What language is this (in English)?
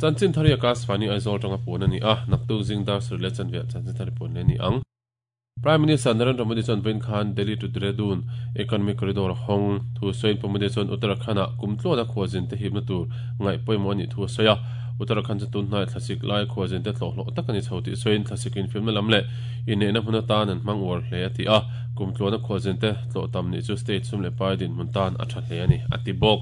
Mizo